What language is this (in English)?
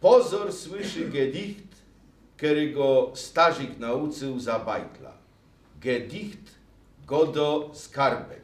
Silesian